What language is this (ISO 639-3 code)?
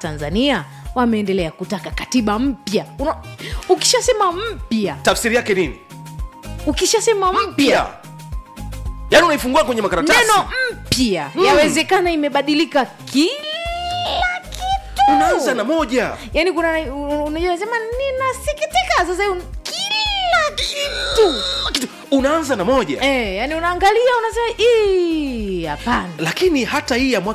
swa